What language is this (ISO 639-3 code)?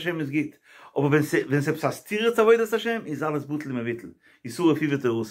yid